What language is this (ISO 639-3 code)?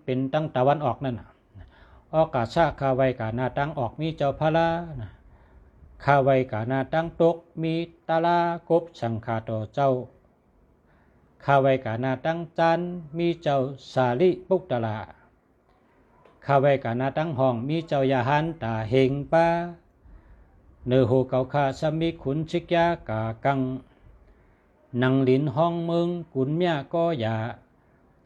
shn